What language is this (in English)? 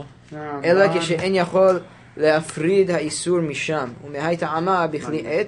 Hebrew